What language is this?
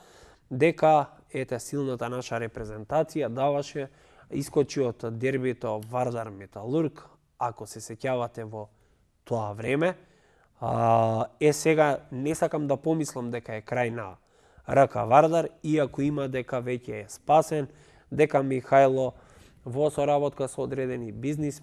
Macedonian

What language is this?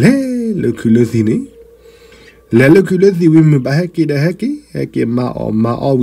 S'gaw Karen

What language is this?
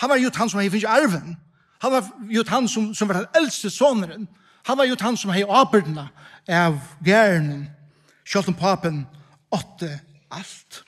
Faroese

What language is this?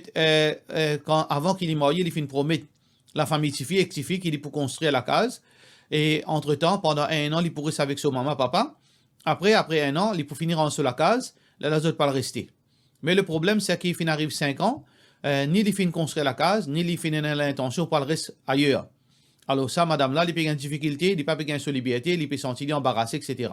Morisyen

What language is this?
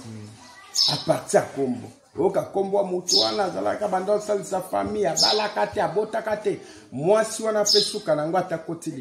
Lingala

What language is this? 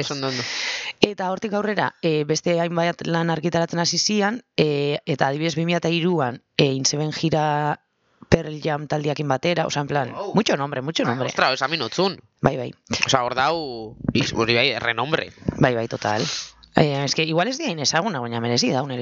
Basque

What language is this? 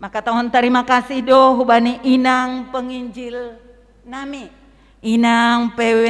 Batak Simalungun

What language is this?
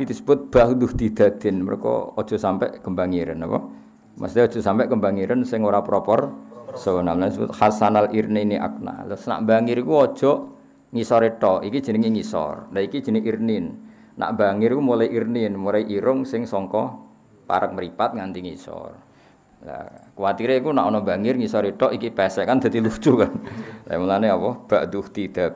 Javanese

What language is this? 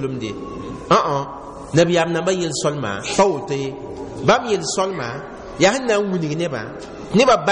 Mossi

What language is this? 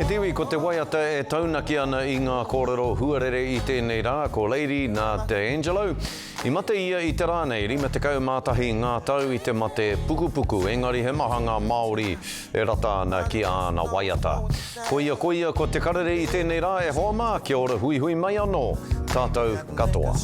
Māori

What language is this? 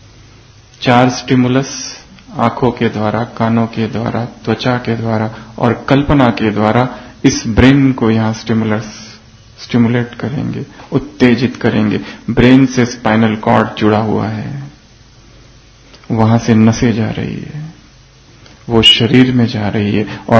Hindi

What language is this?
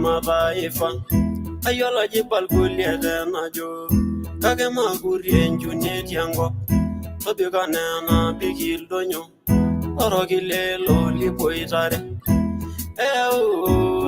Masai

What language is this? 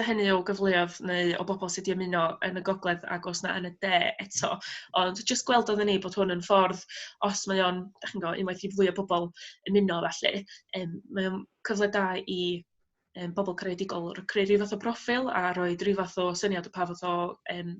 Welsh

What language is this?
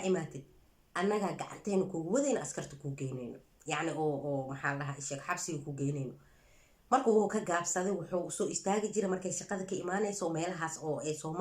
Somali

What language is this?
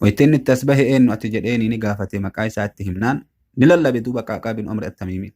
Oromo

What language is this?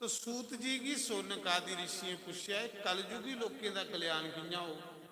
Dogri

